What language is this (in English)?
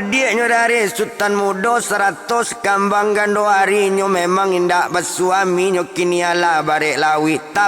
Minangkabau